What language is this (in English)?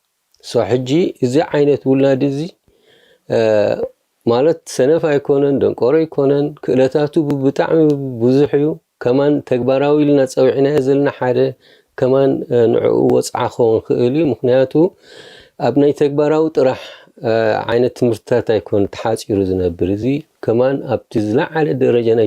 Tigrinya